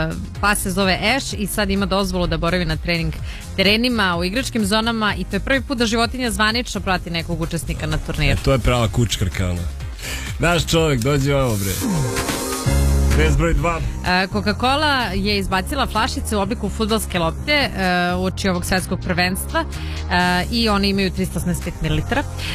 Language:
Serbian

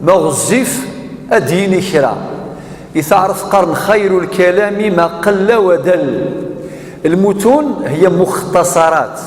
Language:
Kabyle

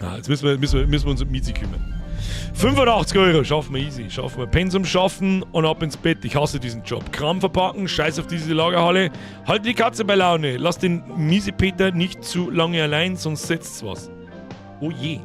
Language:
Bavarian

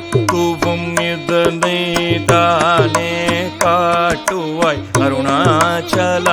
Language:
Tamil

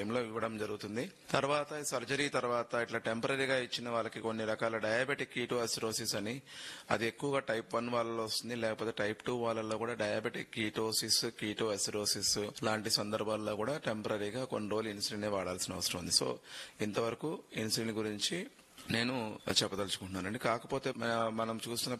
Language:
Telugu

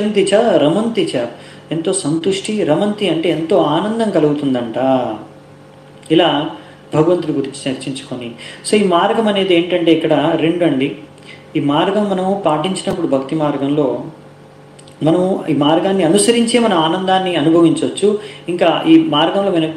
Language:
Telugu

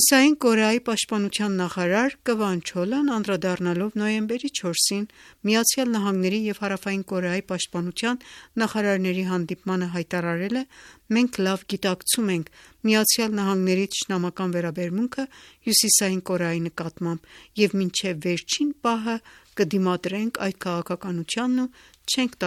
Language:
Armenian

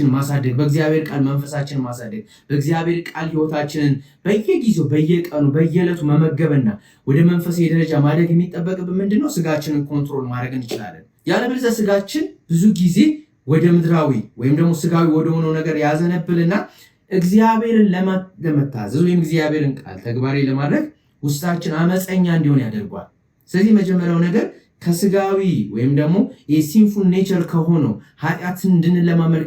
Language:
Amharic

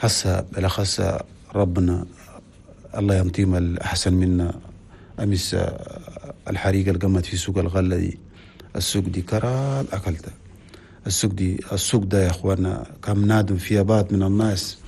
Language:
Chadian Arabic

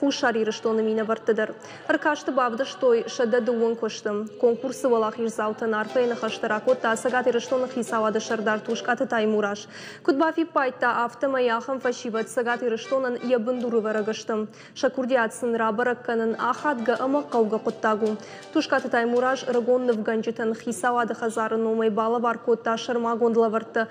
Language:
Ossetic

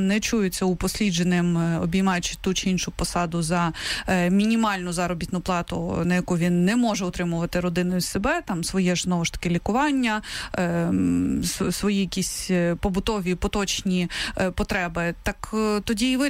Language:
Ukrainian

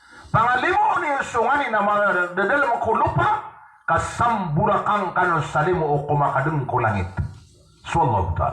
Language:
Maranao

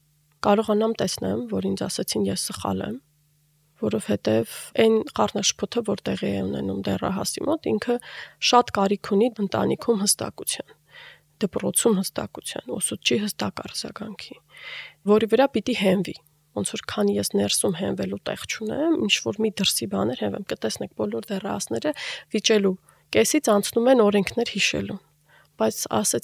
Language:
Armenian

